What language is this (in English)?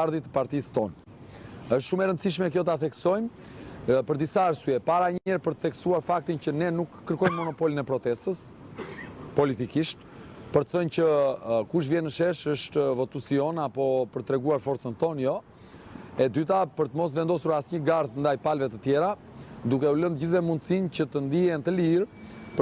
Albanian